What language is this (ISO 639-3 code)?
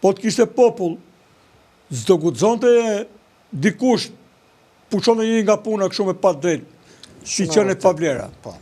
sqi